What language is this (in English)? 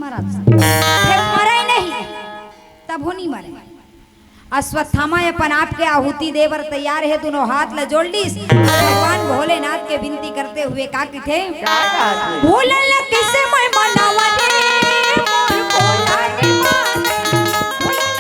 Chhattisgarhi